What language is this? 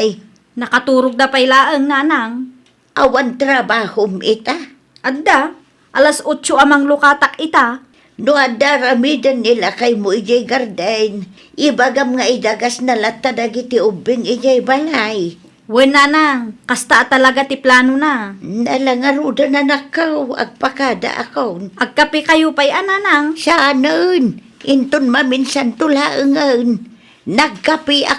Iloko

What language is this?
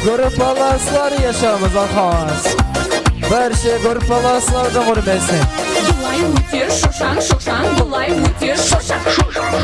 Kara-Kalpak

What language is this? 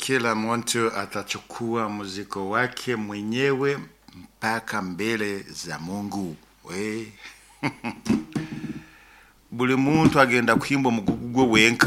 Nyoro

